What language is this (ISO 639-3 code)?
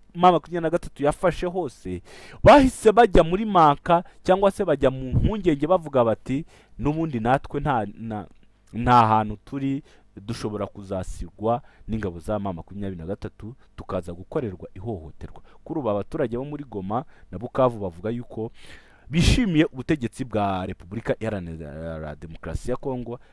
kin